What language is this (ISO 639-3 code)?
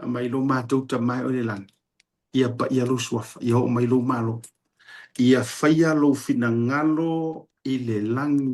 smo